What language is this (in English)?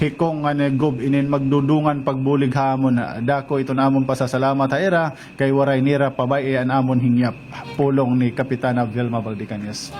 Waray